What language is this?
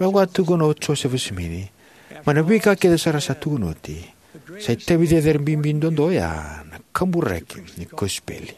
Fijian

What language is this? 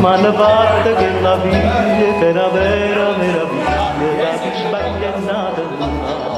Neapolitan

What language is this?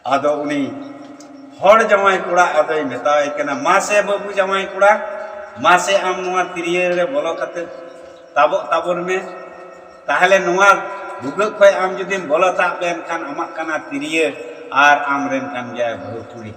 Santali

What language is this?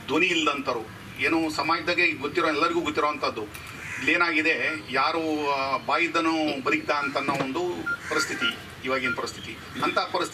Kannada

